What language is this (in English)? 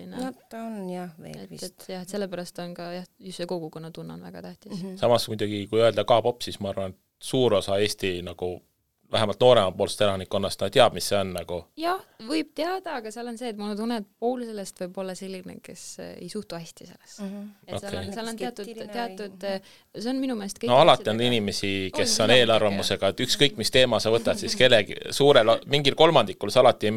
Estonian